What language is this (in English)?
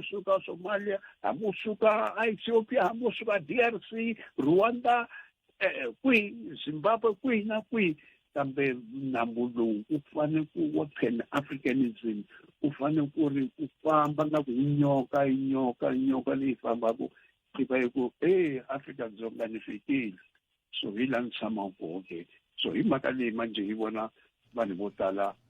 Tsonga